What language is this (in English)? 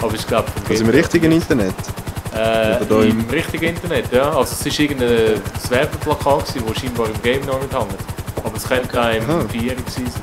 Swiss German